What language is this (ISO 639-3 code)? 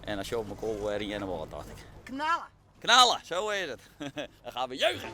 fry